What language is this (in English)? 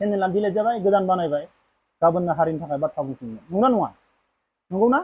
Bodo